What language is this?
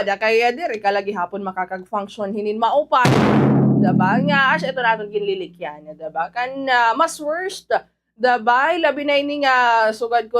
Waray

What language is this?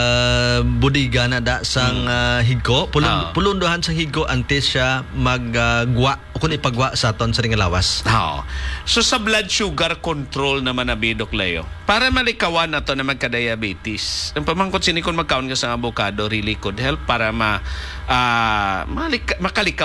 Hiligaynon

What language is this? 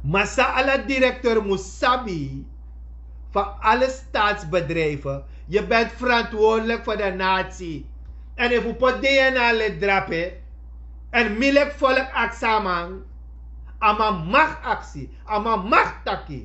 Sranan Tongo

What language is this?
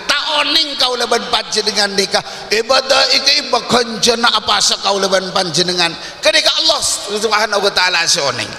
Madurese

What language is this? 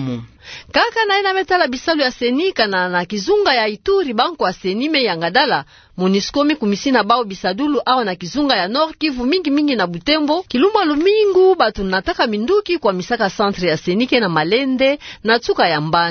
Kituba (Democratic Republic of Congo)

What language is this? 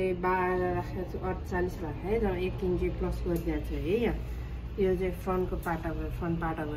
Nepali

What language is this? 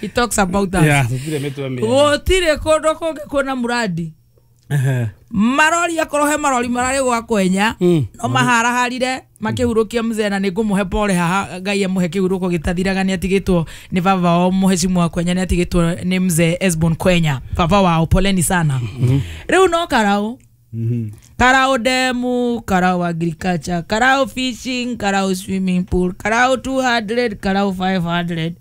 Kikuyu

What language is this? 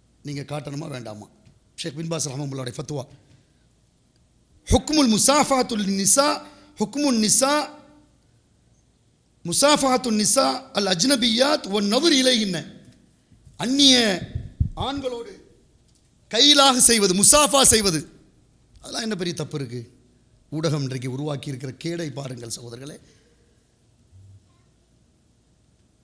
Tamil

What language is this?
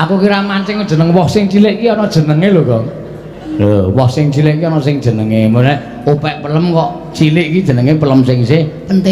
Javanese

